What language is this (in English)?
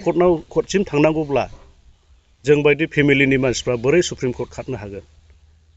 Bodo